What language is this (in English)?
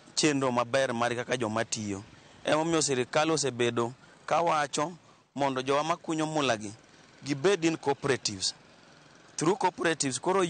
Luo (Kenya and Tanzania)